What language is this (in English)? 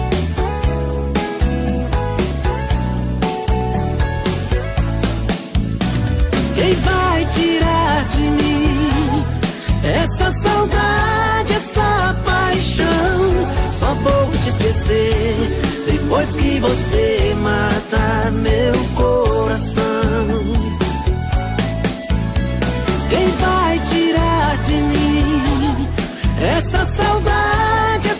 Portuguese